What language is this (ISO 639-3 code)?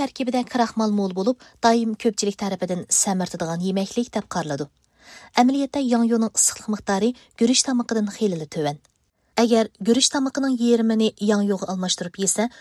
uig